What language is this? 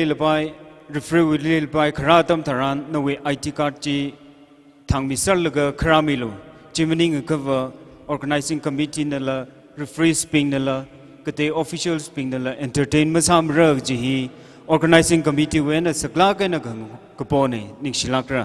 Tangkhul Naga (India)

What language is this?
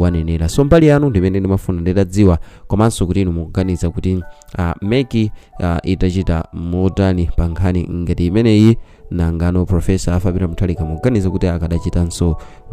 Nyanja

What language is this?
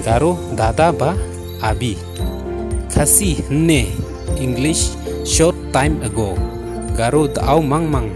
Khasi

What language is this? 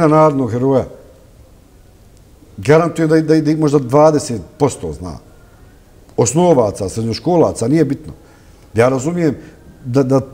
Bosnian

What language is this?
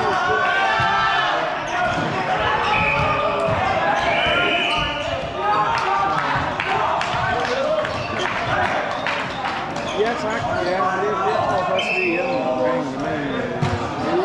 Danish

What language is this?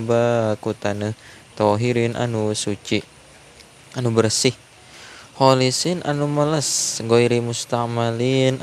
Sundanese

